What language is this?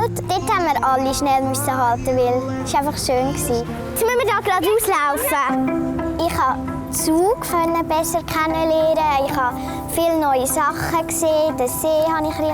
Swiss German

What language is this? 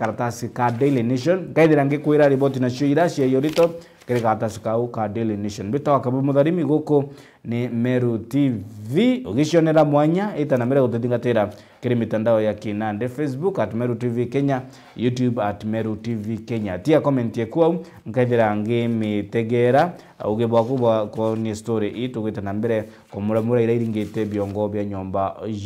Meru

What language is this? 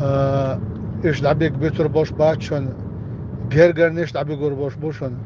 Chechen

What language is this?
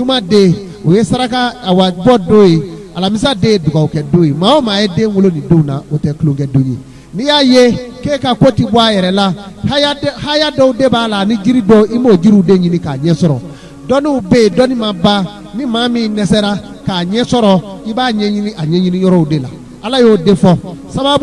Bambara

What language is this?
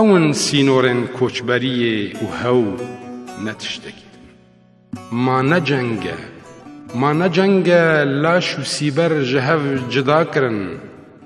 Kurdish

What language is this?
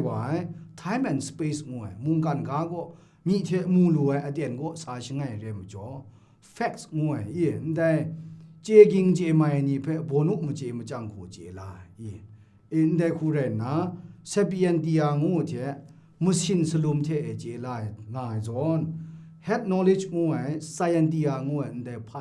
Kachin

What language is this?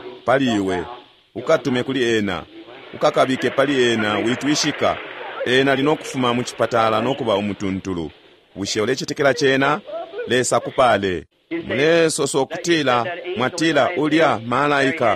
Bemba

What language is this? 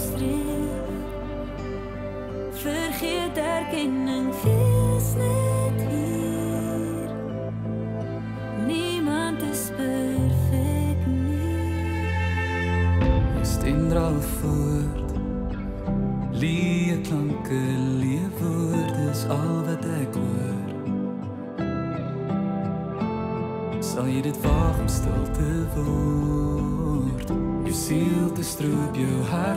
Afrikaans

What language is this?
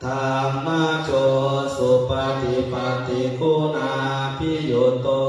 Pali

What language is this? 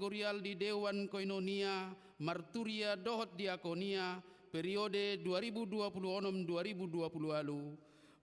Batak Toba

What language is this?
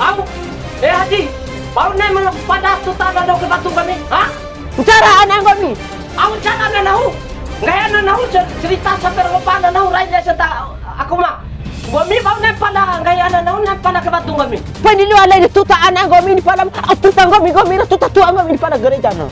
Bima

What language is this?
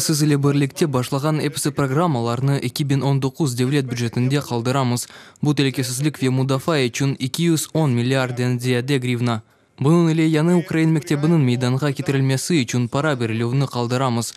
Crimean Tatar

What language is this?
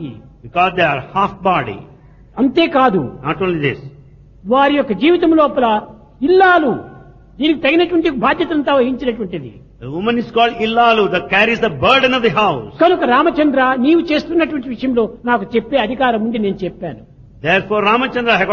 Telugu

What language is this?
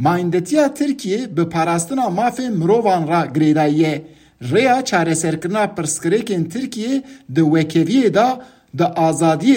Kurdish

